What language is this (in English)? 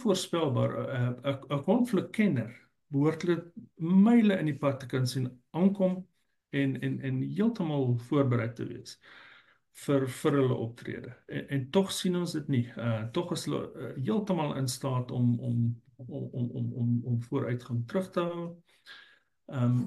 Afrikaans